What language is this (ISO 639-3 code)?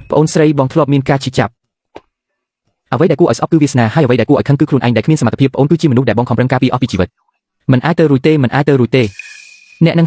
khm